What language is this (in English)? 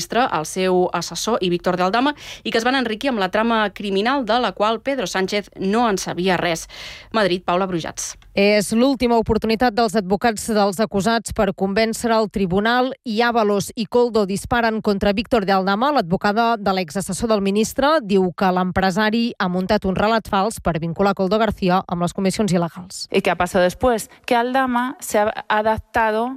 Catalan